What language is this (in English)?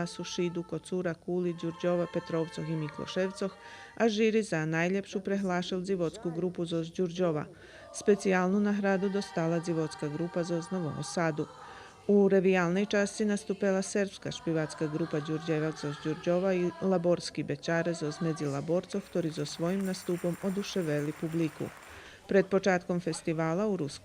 Rusyn